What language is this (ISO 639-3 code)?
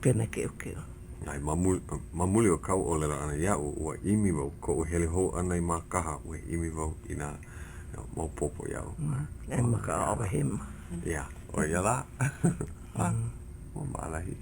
haw